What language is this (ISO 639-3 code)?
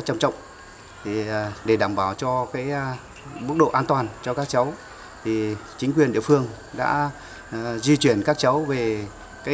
vie